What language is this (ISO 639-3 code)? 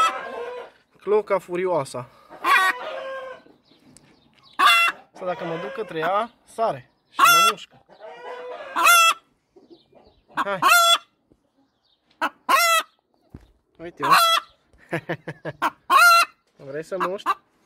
ron